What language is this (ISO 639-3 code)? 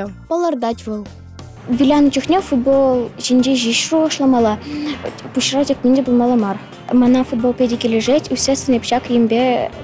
chv